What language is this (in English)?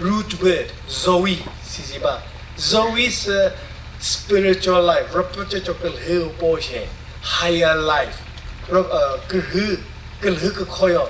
Chokri Naga